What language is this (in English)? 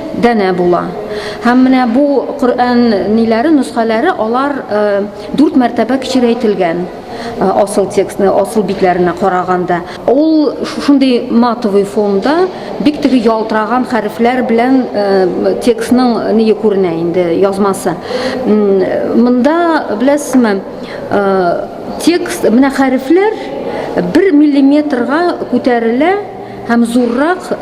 Tatar